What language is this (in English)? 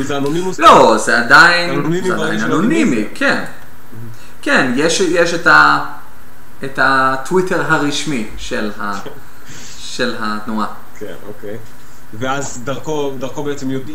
Hebrew